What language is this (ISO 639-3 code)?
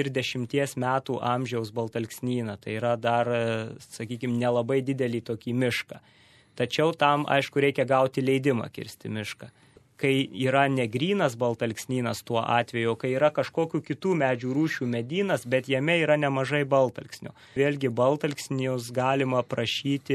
lit